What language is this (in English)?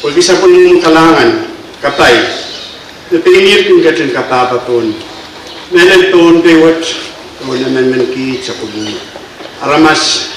Pohnpeian